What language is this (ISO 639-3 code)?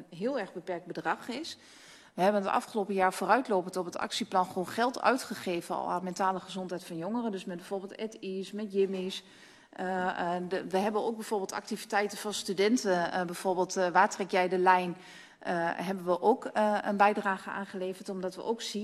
nld